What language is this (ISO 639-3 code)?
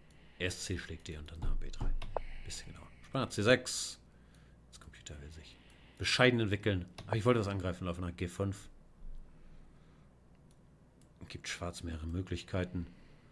deu